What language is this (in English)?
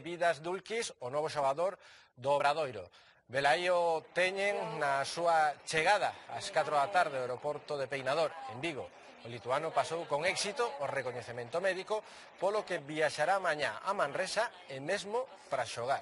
Galician